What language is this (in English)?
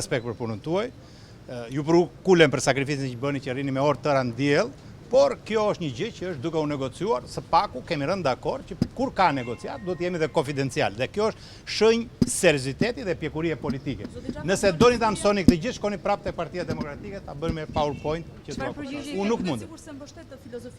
Albanian